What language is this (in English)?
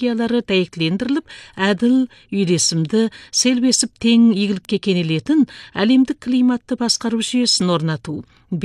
Kazakh